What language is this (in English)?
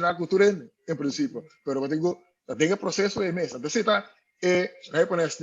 Papiamento